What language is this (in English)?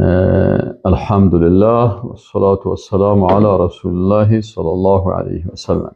Persian